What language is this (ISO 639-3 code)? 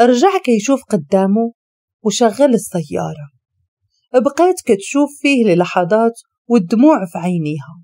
ary